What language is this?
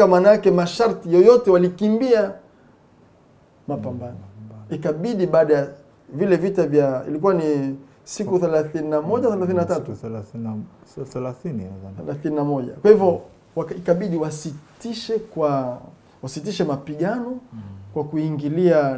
Swahili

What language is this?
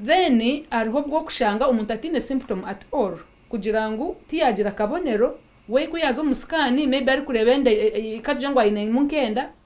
Nyankole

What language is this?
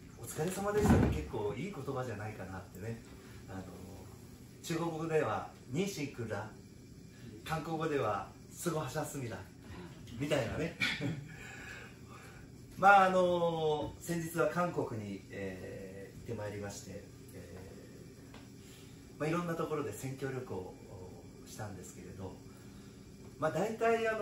Japanese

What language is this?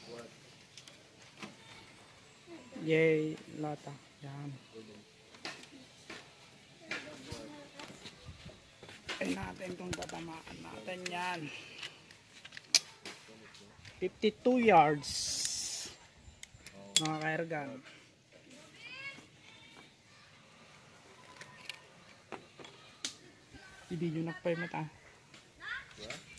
Filipino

